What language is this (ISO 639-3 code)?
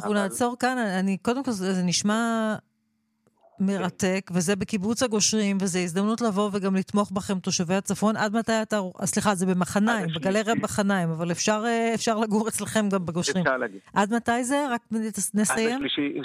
heb